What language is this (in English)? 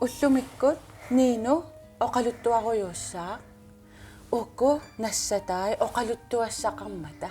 Kalaallisut